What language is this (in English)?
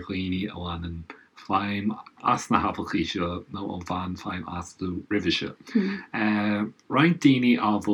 Irish